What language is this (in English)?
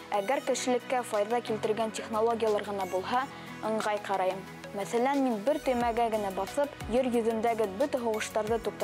Bashkir